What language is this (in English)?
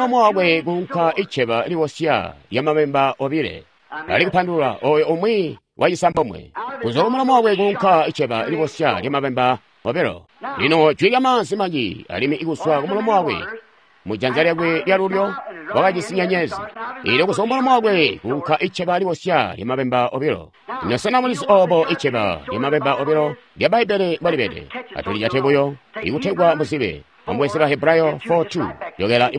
Tonga (Zambia)